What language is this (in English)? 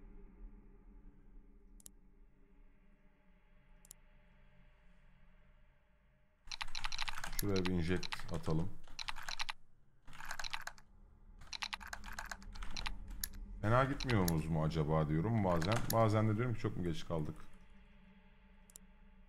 Turkish